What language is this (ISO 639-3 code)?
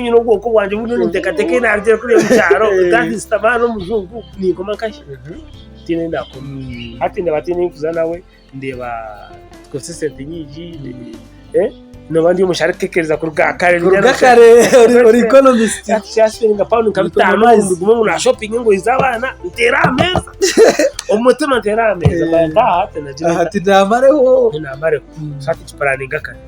nyn